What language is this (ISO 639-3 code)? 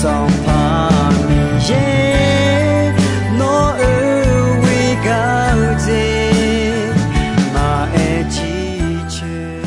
ahk